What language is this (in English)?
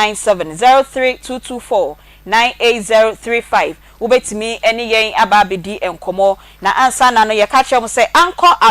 Akan